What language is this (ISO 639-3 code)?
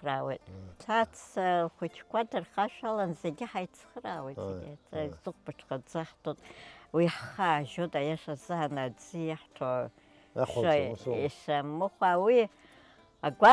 abk